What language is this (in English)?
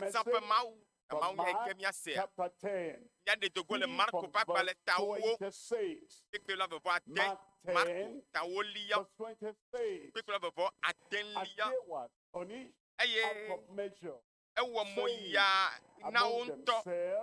Ewe